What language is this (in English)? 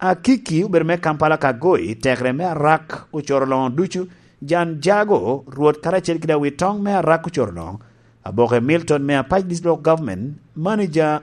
Lango (Uganda)